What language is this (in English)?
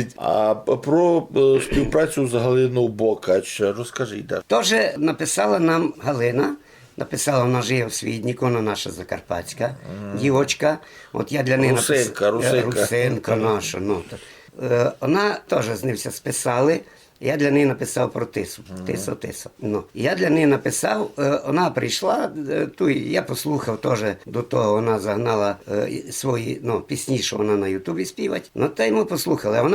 Rusyn